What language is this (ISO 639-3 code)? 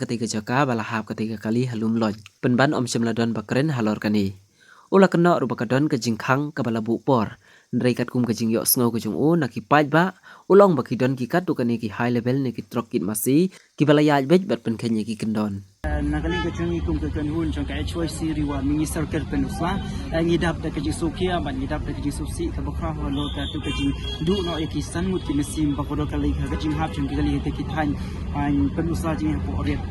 kha